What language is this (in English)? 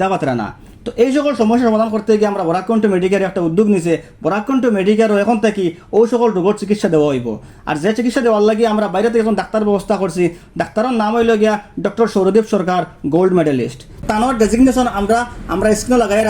Sylheti